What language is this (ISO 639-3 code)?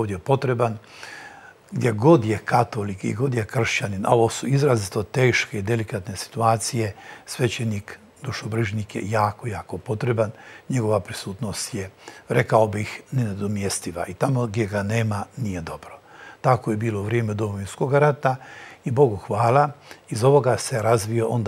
hrv